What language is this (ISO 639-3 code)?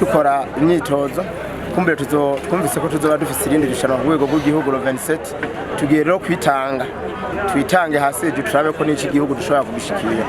run